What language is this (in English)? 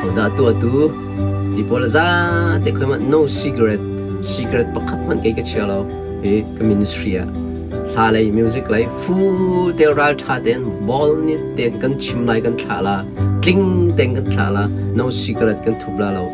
Hakha Chin